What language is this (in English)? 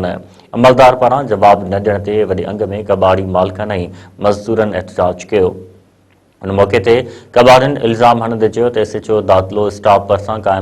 Sindhi